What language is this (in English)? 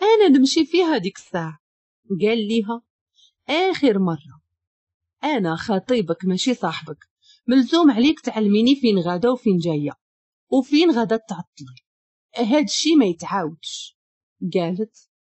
Moroccan Arabic